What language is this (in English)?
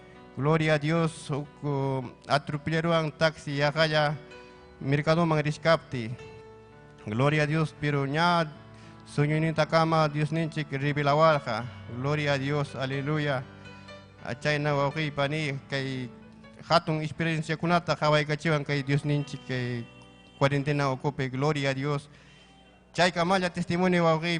Ayacucho Quechua